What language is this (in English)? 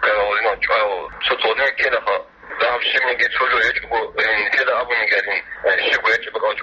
Avaric